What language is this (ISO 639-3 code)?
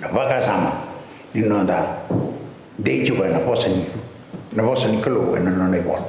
fij